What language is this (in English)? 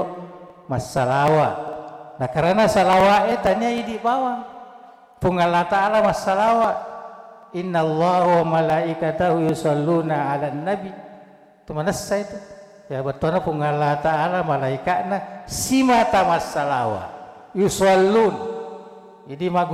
Buginese